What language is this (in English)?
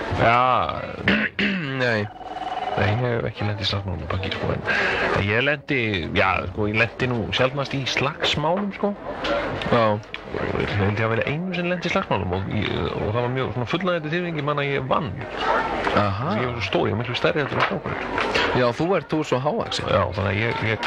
Icelandic